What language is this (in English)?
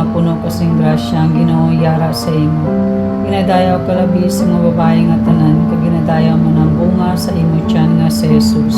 Hiligaynon